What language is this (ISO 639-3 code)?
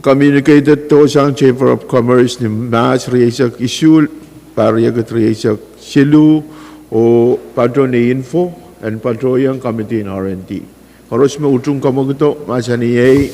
pon